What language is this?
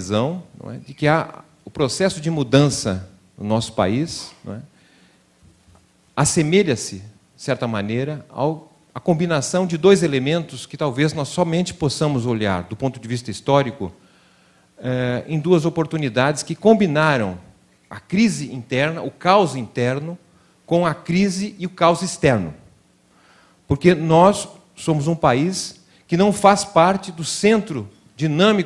Portuguese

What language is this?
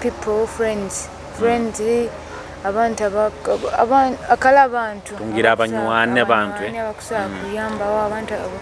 Nyoro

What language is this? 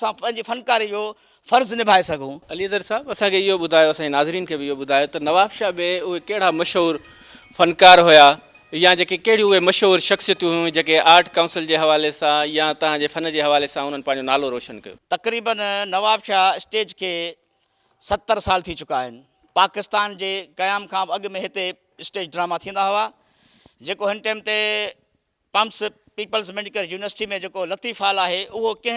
Sindhi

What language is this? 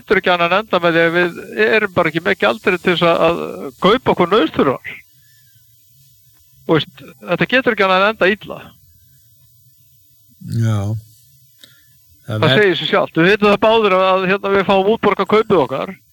Icelandic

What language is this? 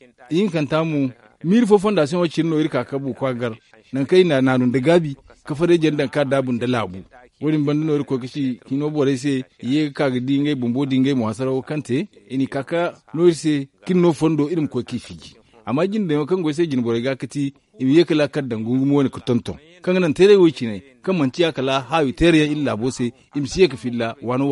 Zarma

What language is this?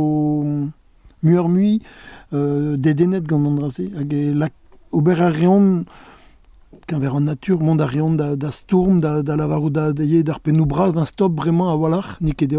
Breton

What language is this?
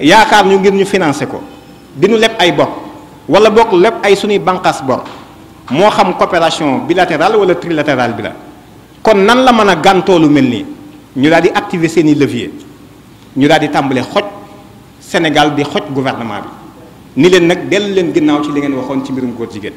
Wolof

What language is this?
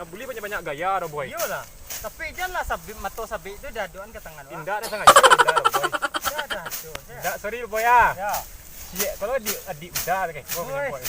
Minangkabau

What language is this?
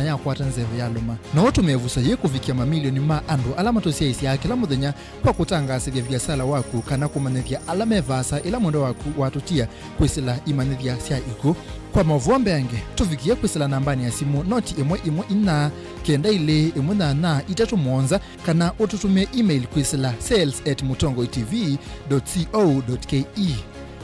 Kamba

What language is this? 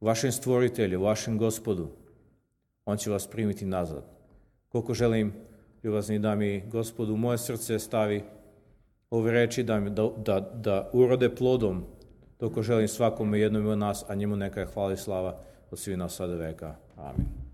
Serbian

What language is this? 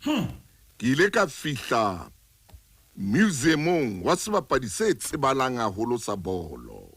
Southern Sotho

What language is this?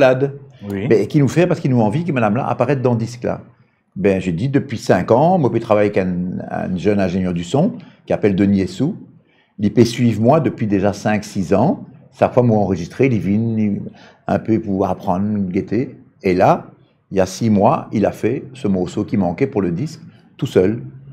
Morisyen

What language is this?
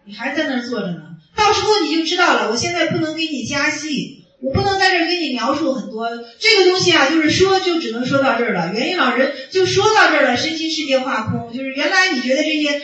Chinese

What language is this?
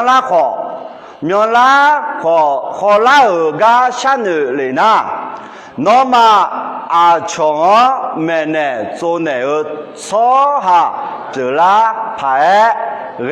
Akha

